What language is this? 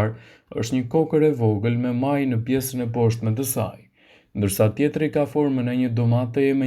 Albanian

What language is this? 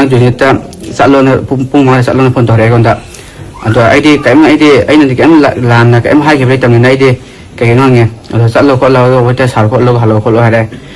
Manipuri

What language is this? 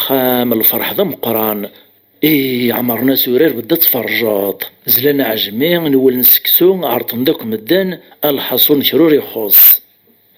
Kabyle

